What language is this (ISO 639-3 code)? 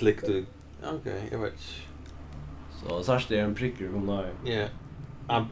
fao